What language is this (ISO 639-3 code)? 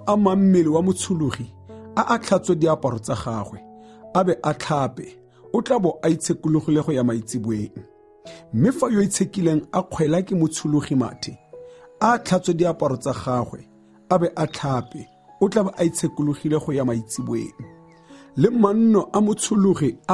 tsn